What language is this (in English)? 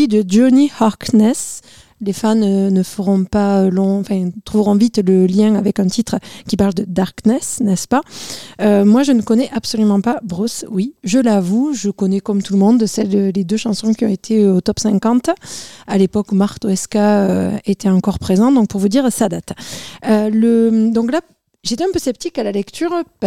French